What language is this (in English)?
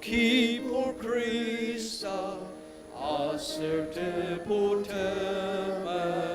Ao Naga